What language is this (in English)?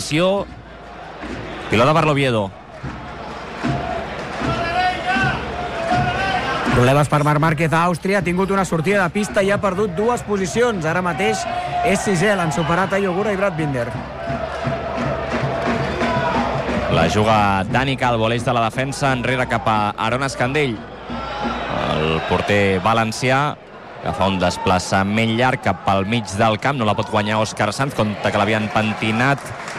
Catalan